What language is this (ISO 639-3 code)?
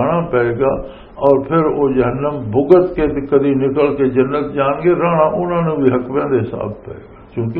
lah